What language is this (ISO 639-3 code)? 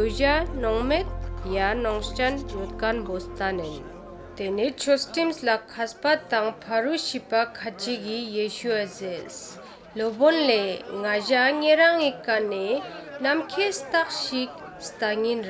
lbj